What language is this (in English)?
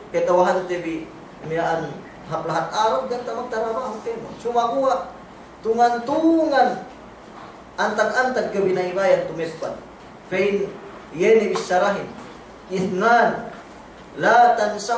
Yakan